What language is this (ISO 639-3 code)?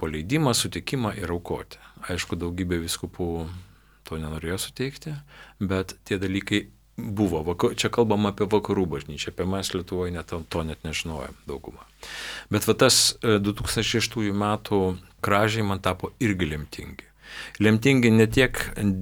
lit